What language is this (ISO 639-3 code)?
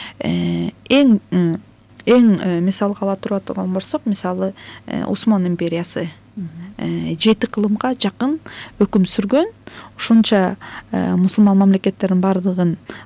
kir